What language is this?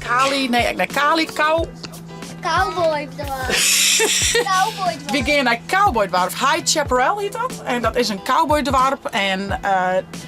Western Frisian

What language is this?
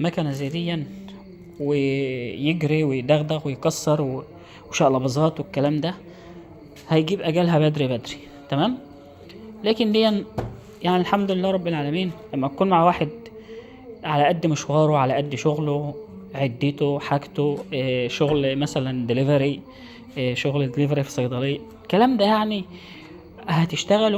Egyptian Arabic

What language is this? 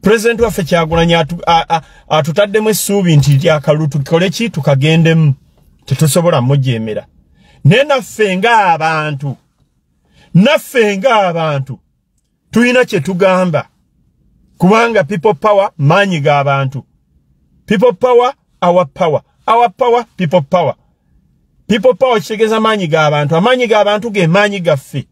Ganda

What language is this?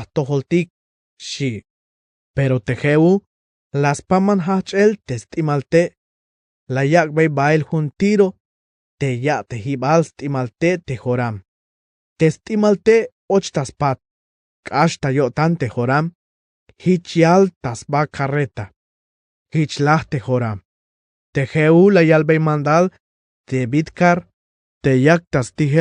Tzeltal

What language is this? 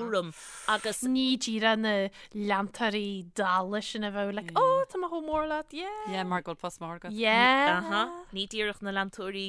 Irish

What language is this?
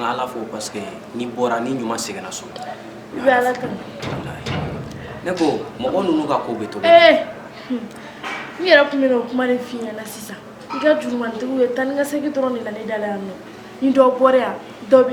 Bambara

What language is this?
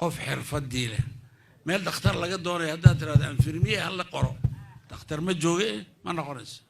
Somali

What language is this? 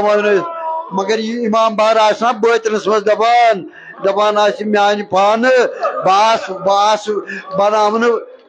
Kashmiri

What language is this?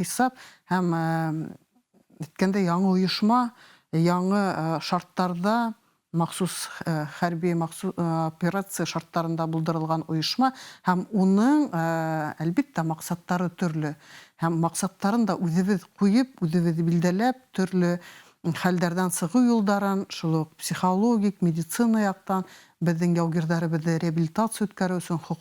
Bashkir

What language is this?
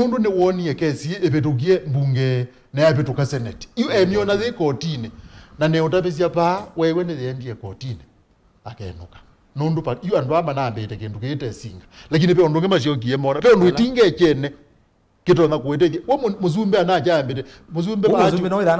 Kamba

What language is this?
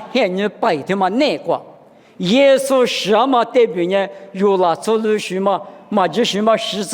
Lisu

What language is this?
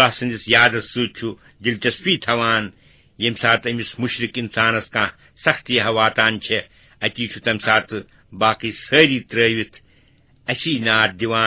Kashmiri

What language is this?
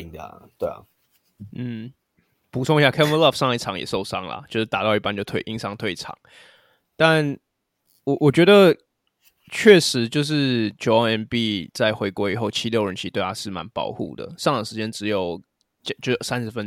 Chinese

